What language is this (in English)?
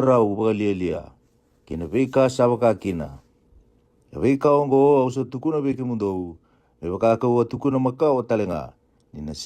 Fijian